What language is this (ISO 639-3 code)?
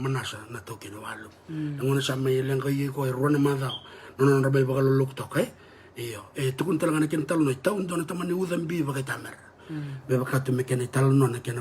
fij